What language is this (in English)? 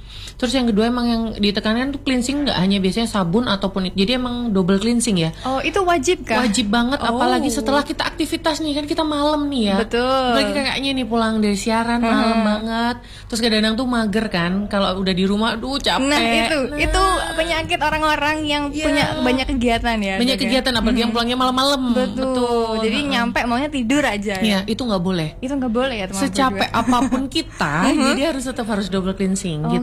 Indonesian